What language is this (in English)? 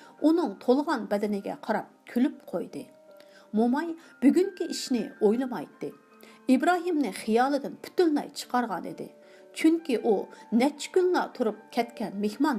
Uyghur